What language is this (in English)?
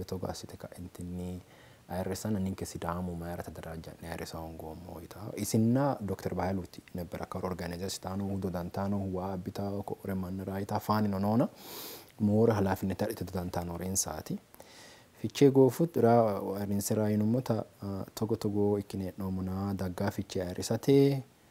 Sidamo